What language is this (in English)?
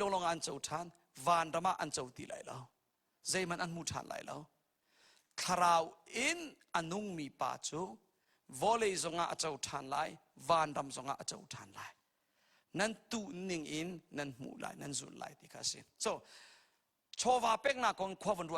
Hakha Chin